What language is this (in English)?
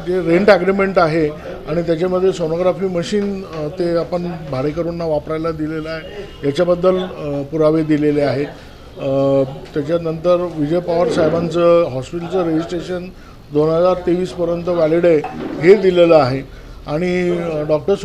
Marathi